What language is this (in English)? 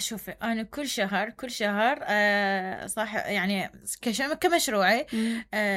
Mesopotamian Arabic